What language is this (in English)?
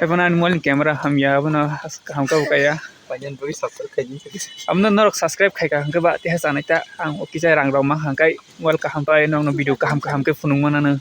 Kok Borok